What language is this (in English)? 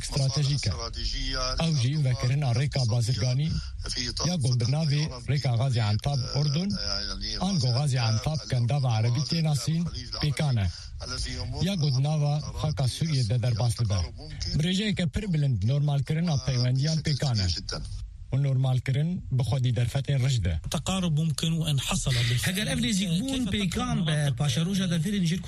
Kurdish